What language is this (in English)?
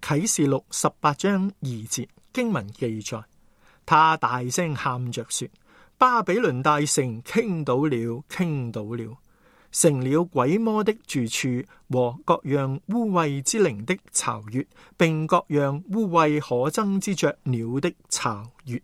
Cantonese